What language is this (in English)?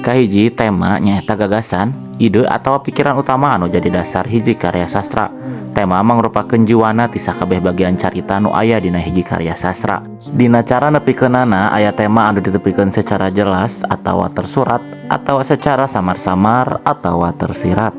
Sundanese